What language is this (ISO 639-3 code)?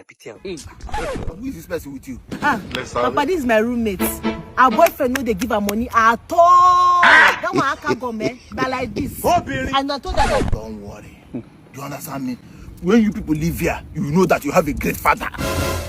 pcm